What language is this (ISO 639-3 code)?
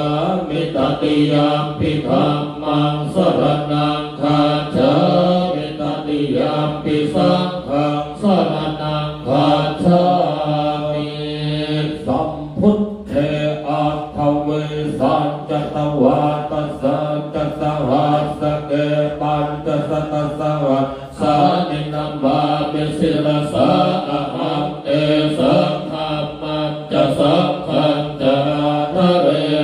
pli